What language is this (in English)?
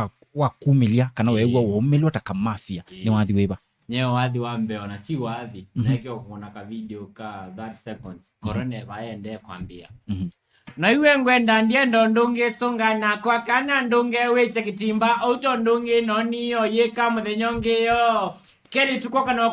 Kamba